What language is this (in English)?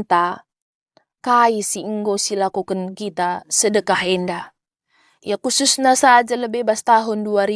Batak Karo